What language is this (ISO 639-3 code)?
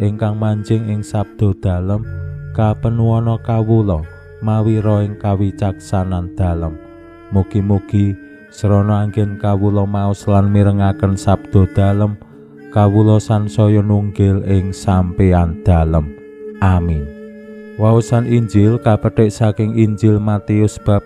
jav